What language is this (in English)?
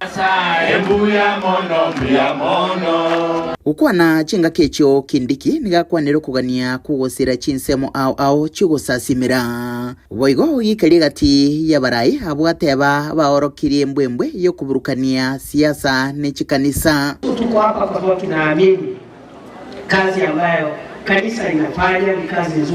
Gusii